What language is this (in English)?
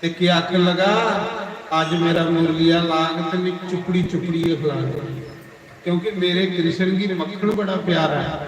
Dogri